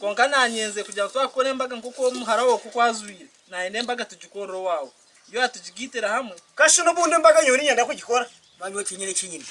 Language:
Nyankole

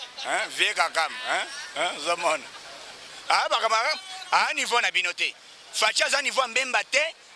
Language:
Lingala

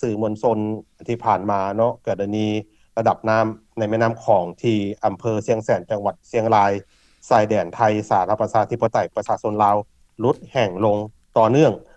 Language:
Lao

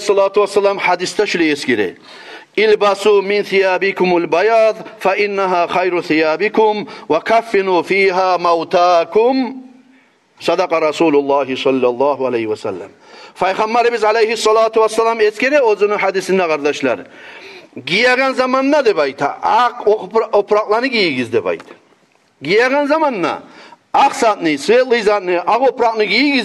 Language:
Kumyk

